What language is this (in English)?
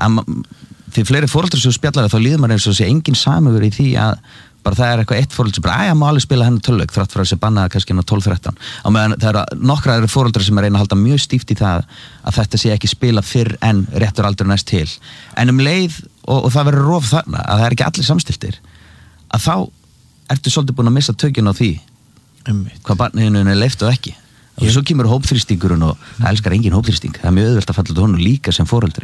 Icelandic